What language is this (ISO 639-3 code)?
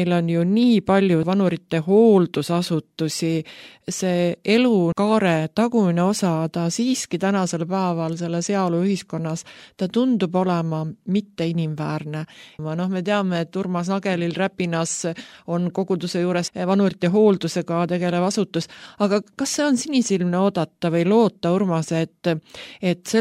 est